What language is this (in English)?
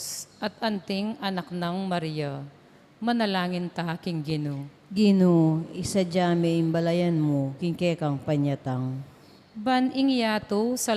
Pampanga